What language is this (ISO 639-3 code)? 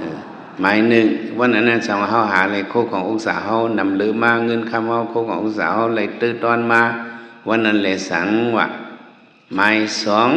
shn